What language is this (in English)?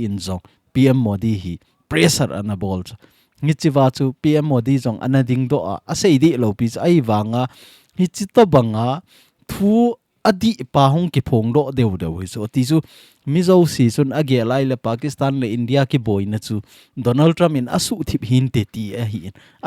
Thado Chin